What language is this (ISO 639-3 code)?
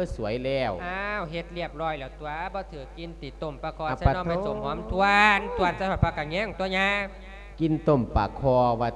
lao